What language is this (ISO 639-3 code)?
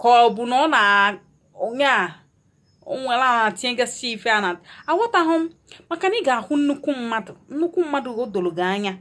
ibo